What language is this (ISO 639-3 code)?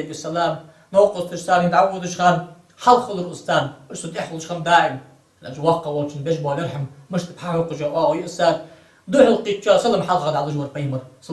inh